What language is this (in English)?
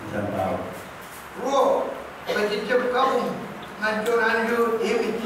Pohnpeian